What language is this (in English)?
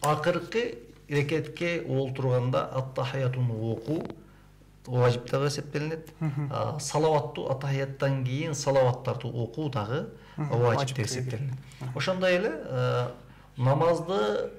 Kyrgyz